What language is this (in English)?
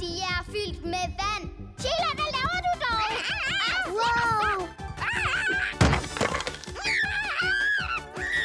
Danish